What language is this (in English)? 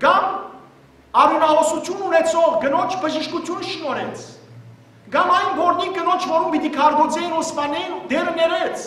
Western Armenian